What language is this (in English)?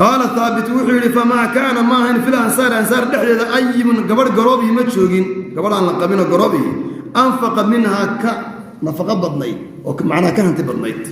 Somali